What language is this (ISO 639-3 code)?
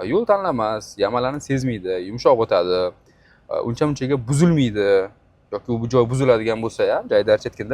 uzb